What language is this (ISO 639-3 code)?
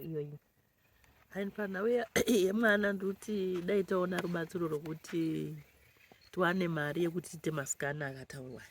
sna